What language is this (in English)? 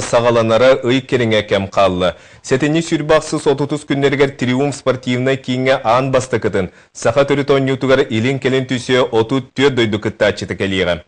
Yakut